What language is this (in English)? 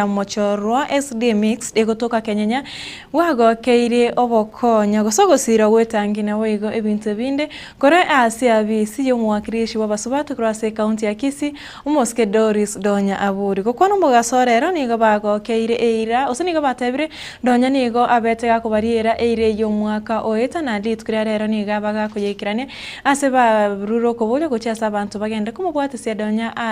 Gusii